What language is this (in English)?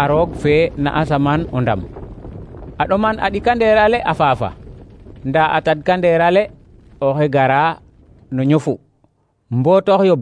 Serer